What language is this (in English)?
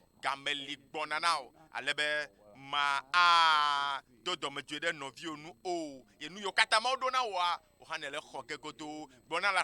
Ewe